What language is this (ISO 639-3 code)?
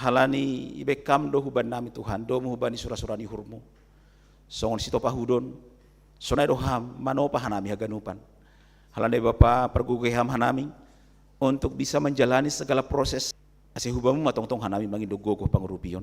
bts